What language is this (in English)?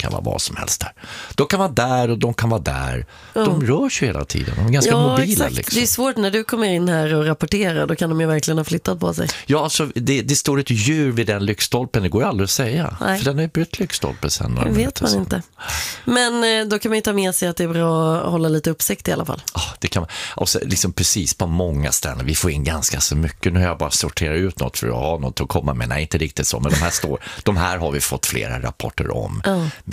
Swedish